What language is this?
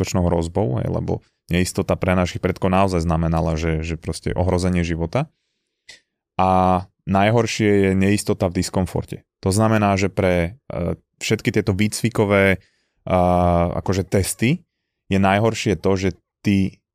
Slovak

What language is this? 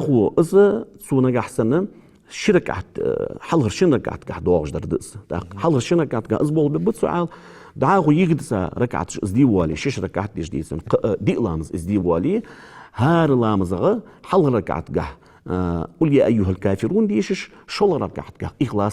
Ingush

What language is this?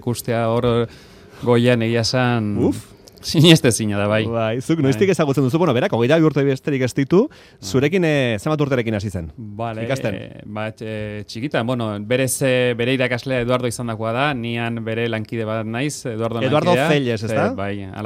Basque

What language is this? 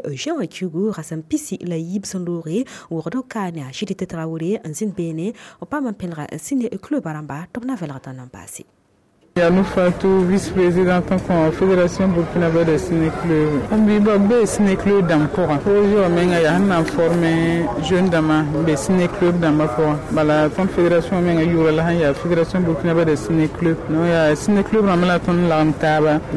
Mossi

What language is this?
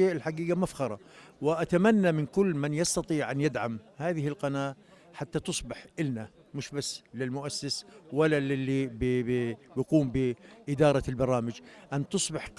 North Levantine Arabic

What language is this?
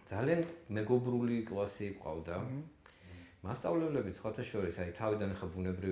Georgian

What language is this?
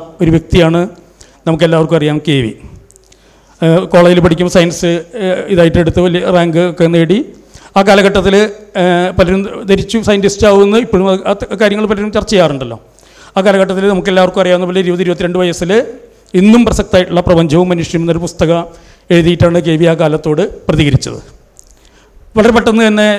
Malayalam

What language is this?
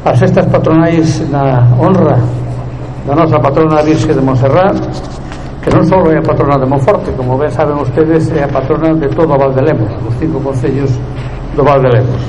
Galician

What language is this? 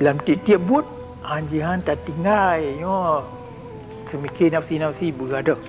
Achinese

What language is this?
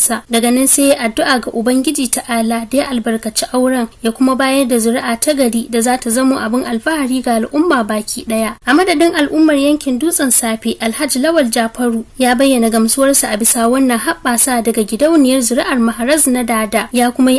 Hausa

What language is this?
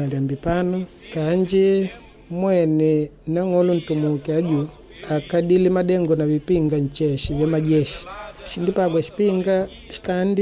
Makonde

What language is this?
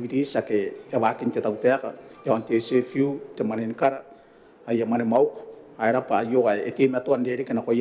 Gilbertese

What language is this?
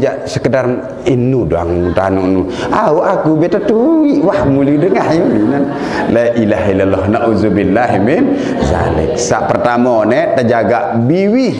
Sasak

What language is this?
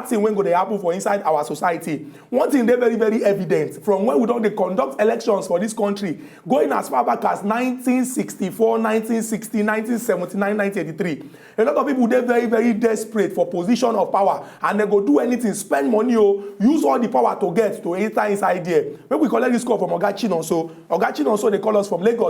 Nigerian Pidgin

